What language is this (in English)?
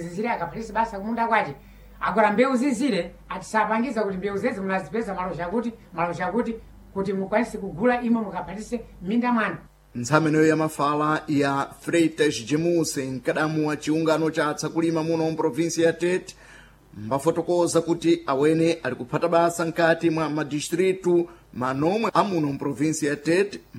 Sena